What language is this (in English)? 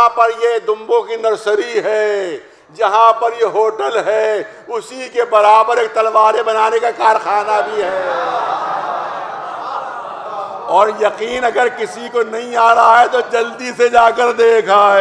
Urdu